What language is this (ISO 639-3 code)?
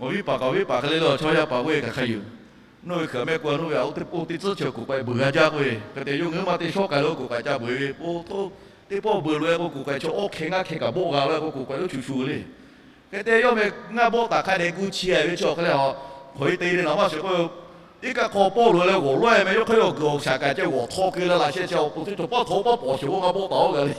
lhu